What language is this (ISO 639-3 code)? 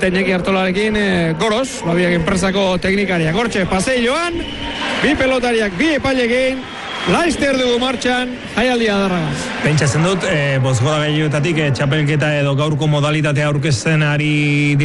eus